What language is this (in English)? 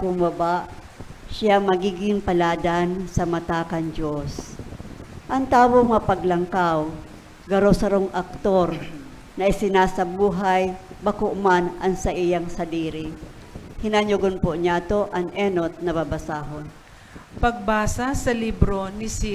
Bikol